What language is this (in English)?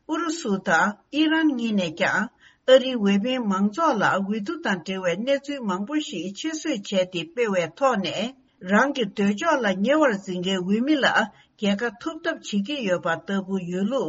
Tibetan